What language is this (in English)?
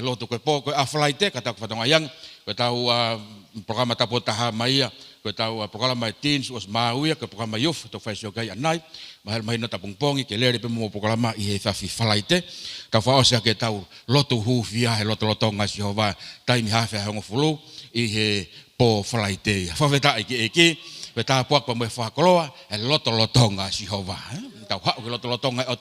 Tongan